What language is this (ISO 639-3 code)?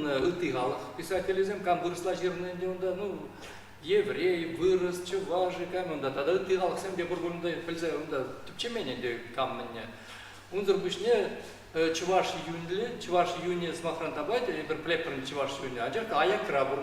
chv